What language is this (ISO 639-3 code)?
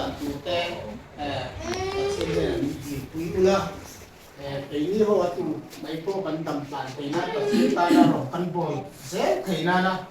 hmr